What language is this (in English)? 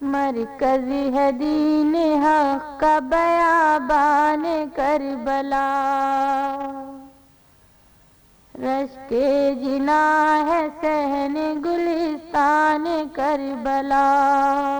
Urdu